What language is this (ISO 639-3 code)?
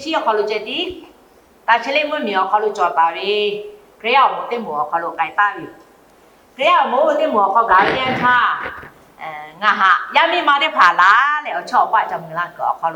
lhu